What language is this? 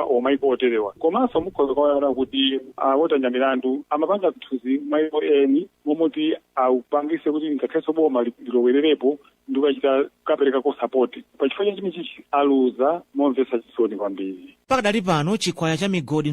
Nyanja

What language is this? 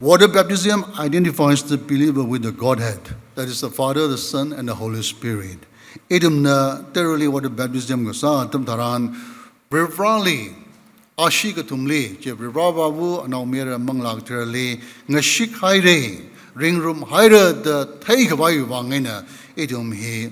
Tangkhul Naga (India)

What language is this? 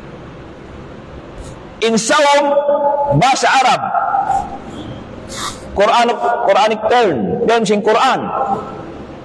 Tausug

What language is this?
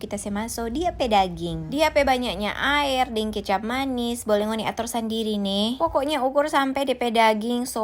Manado Malay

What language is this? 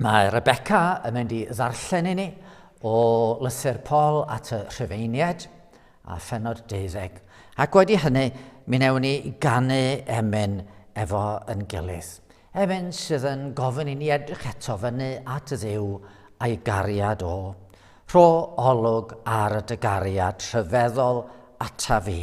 Welsh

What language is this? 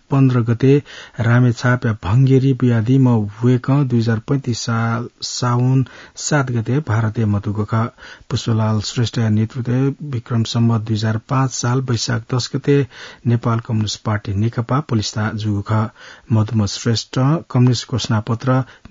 Newari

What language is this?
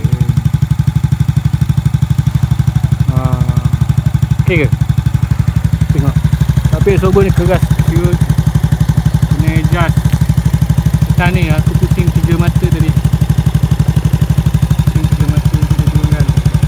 Malay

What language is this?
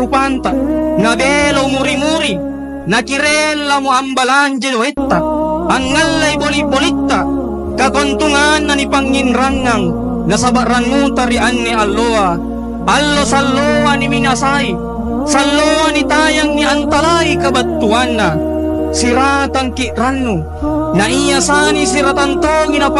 Makasar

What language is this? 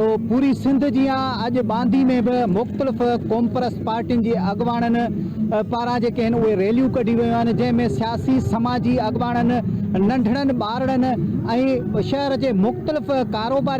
Sindhi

